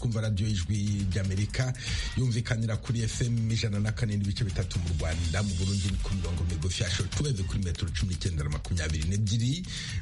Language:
Kinyarwanda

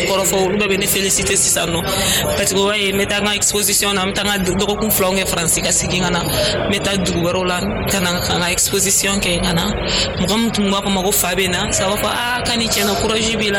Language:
Dyula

